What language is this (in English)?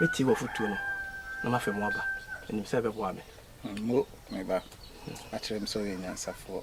Akan